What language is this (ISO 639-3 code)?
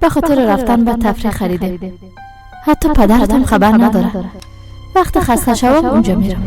fas